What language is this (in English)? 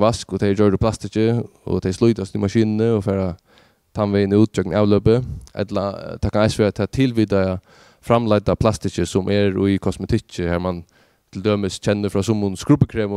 Faroese